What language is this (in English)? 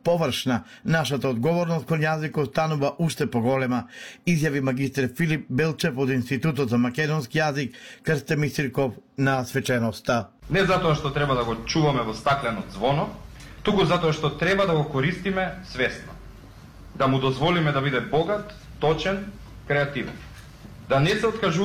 Macedonian